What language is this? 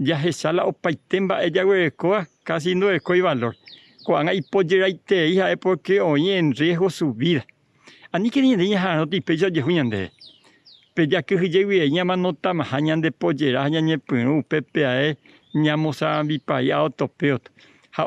Guarani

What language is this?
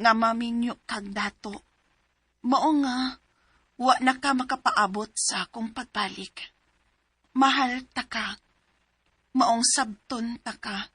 Cebuano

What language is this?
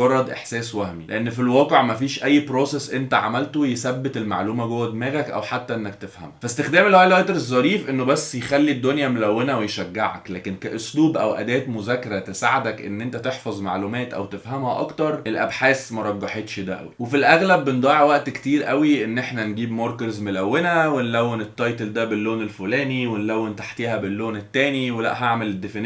Egyptian Arabic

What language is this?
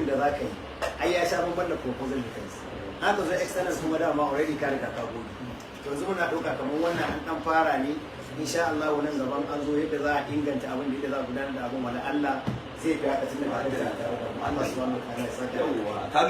Hausa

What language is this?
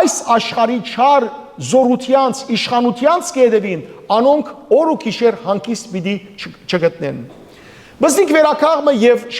Western Armenian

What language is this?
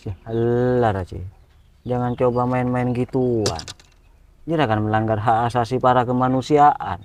Madurese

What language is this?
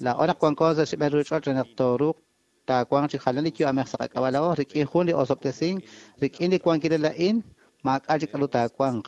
Kekchí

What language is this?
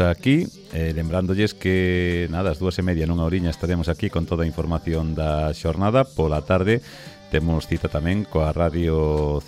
Galician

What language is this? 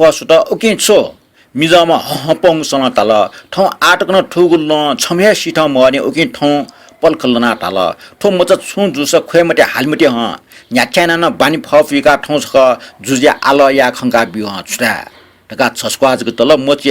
Newari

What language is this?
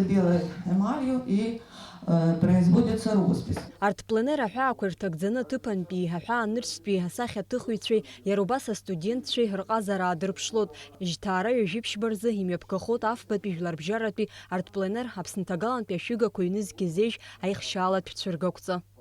Abkhazian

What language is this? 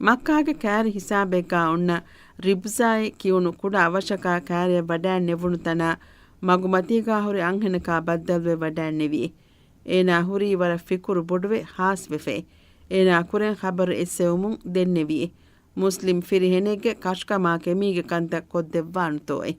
Divehi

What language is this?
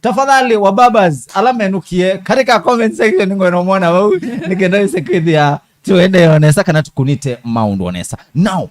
Kamba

